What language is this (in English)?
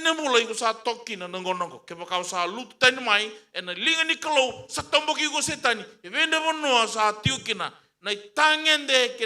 Fijian